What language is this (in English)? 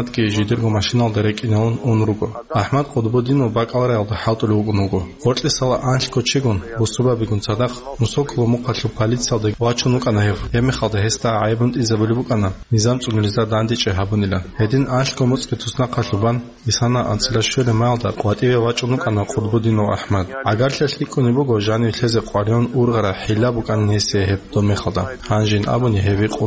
Avaric